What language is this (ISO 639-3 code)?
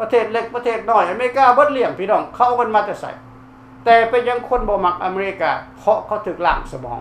lao